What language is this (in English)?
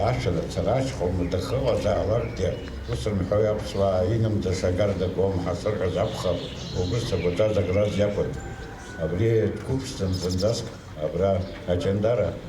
Abkhazian